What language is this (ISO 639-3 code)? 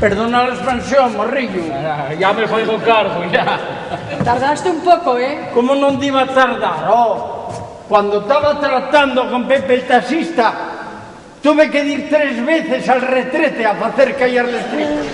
ast